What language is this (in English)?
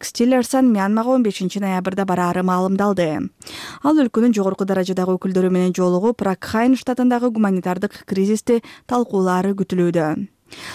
Kyrgyz